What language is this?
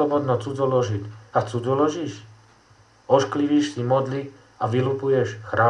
Slovak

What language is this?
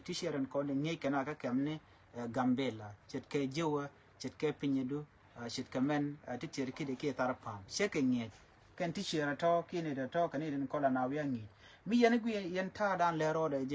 Nuer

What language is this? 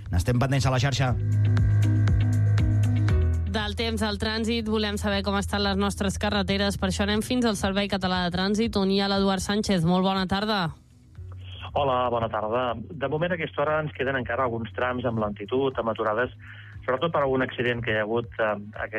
Catalan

